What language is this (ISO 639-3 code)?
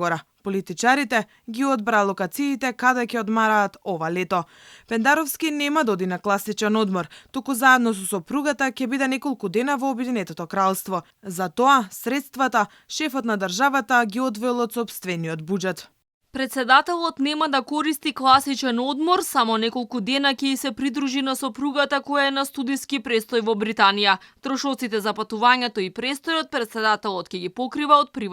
mkd